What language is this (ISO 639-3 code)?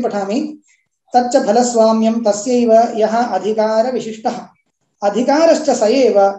san